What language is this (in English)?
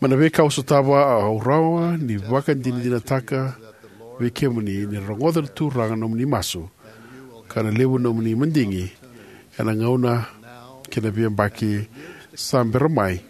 Fijian